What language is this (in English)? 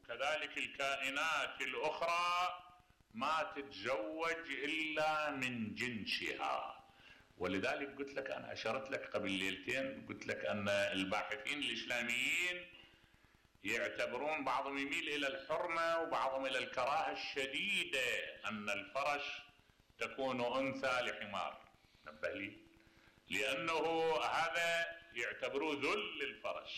Mesopotamian Arabic